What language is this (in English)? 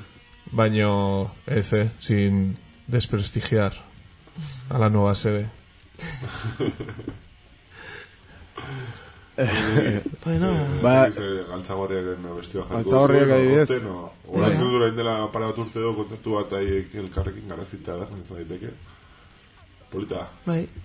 Basque